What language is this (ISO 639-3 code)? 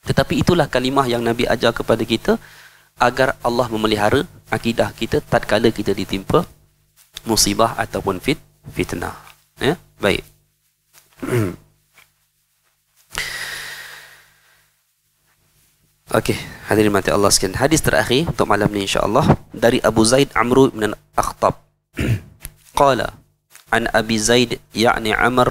msa